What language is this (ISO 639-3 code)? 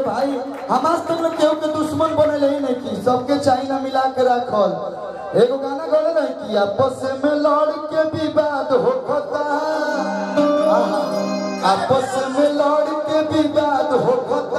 bho